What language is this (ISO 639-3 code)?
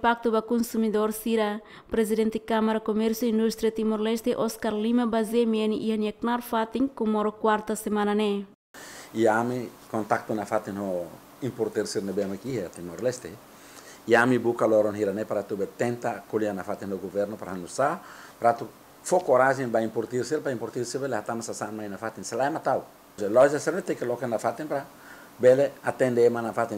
tet